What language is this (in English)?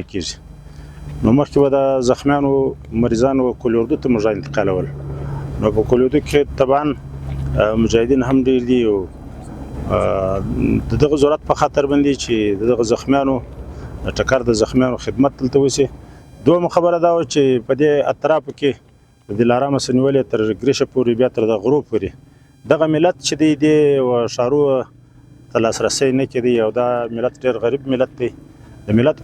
Pashto